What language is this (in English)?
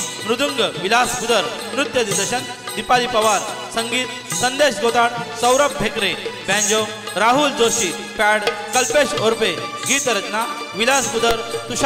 Marathi